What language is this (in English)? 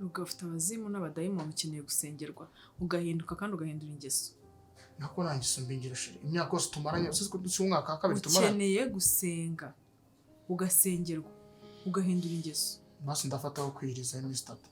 Kinyarwanda